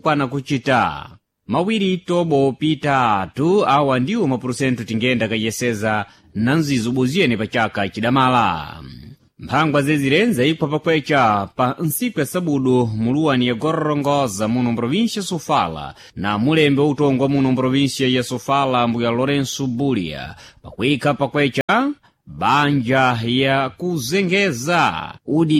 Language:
Sena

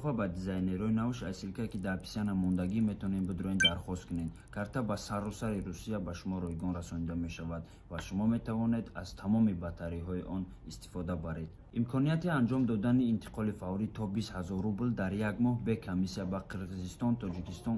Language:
Tajik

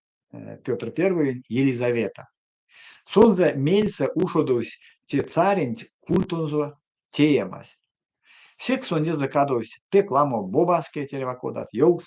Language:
Erzya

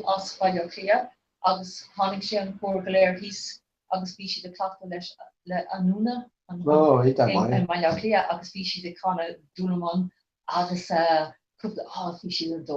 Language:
Irish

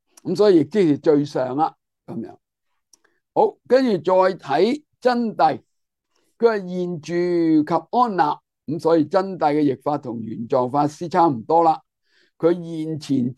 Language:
Cantonese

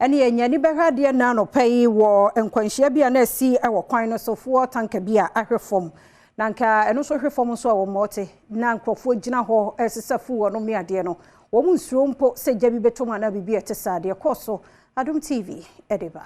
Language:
Akan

